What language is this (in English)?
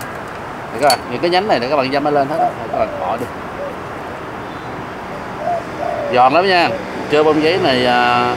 Vietnamese